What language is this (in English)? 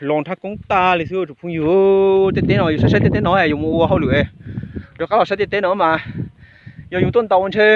Hmong